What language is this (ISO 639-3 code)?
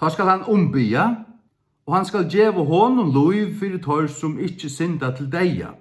fao